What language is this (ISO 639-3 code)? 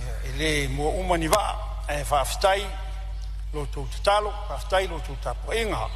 smo